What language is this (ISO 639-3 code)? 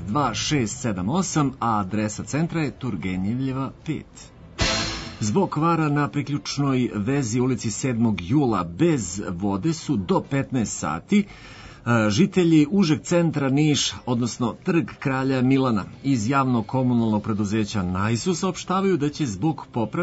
srp